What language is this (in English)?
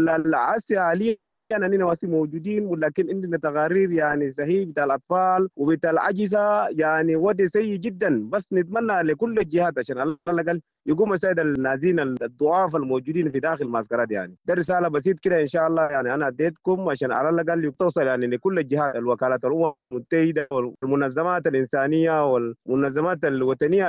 Sudanese Arabic